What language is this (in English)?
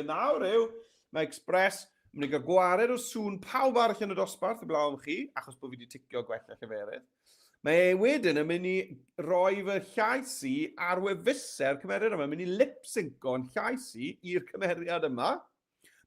Welsh